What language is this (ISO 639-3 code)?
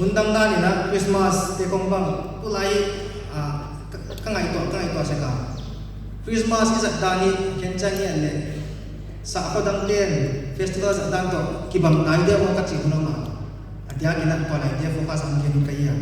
pck